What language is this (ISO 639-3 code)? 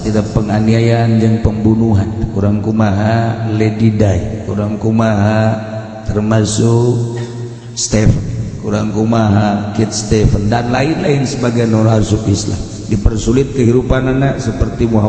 sun